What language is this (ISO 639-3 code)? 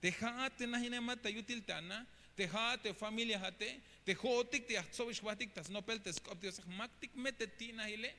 tzh